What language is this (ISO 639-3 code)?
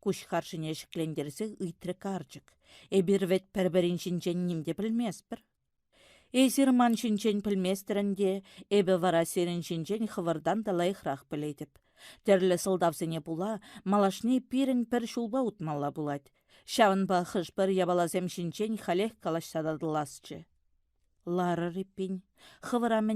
chv